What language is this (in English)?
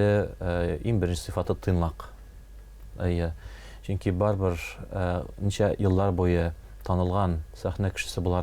Tatar